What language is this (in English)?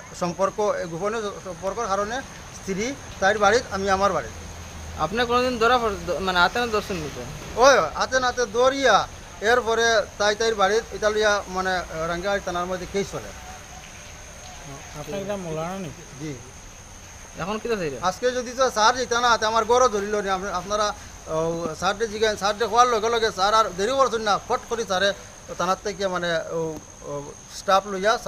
Bangla